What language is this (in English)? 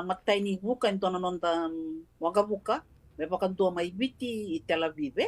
Fijian